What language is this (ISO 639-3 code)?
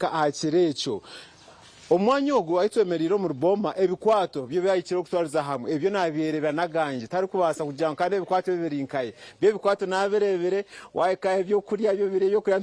nyn